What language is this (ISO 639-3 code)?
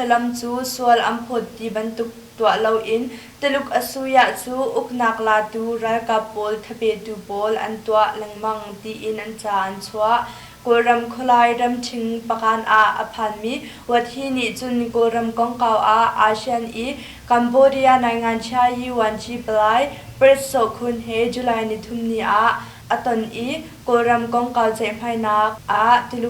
cnh